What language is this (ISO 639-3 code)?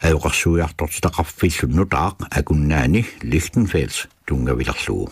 kal